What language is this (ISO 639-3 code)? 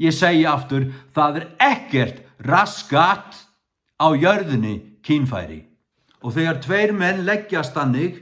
fao